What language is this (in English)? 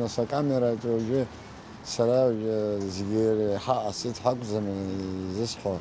Abkhazian